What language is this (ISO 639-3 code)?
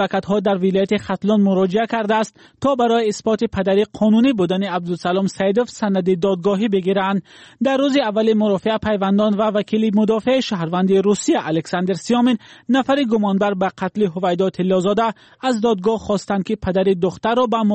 tgk